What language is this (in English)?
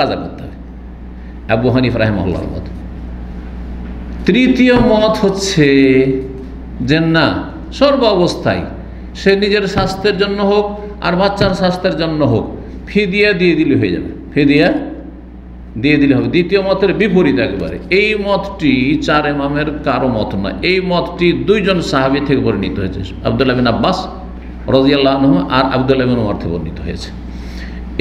Bangla